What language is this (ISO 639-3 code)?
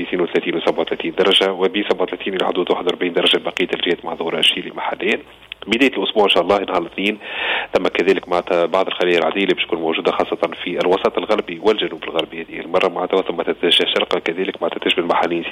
aeb